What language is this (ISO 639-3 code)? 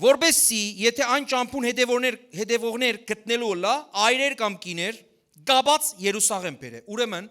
hyw